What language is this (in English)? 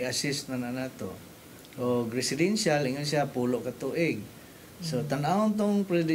Cebuano